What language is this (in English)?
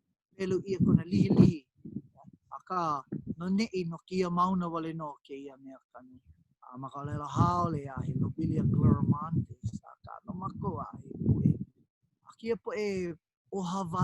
Hawaiian